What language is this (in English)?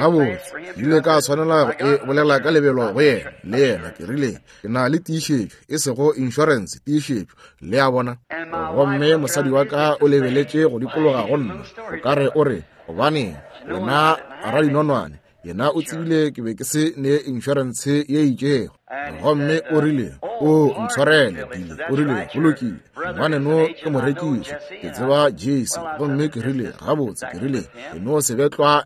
Northern Sotho